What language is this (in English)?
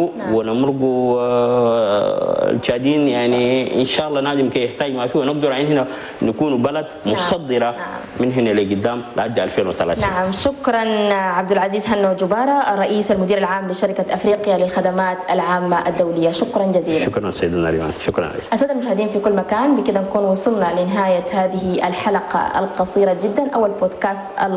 Chadian Arabic